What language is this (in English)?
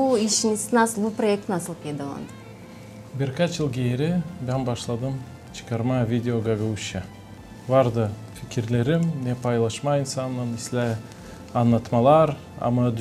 Gagauz